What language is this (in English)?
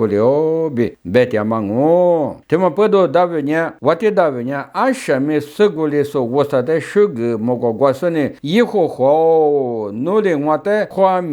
Lisu